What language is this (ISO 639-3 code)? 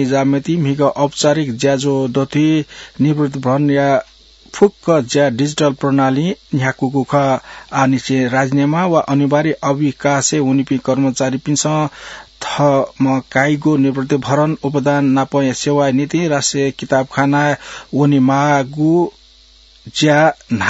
new